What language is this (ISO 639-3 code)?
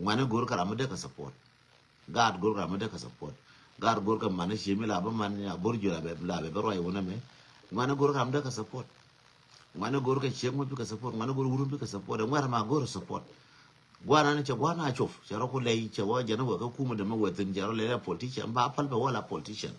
nus